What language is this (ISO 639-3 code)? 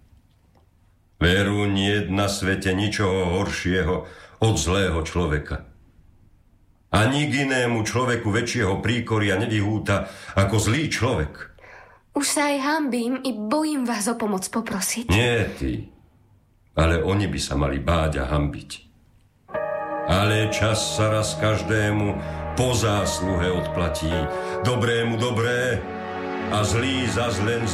slk